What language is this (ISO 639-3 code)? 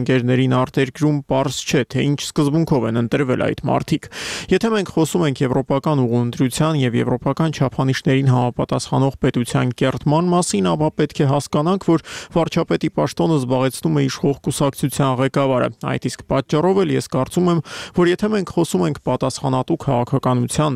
hye